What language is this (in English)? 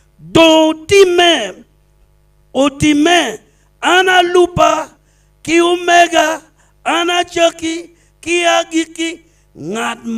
Acoli